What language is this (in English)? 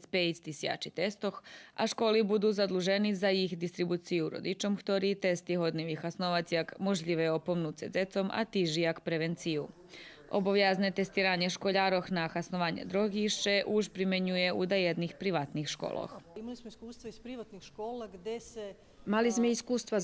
Rusyn